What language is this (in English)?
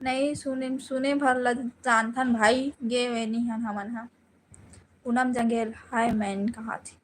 Chhattisgarhi